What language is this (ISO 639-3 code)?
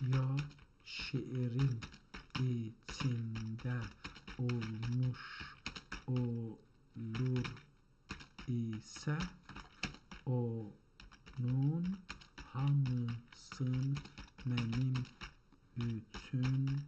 azb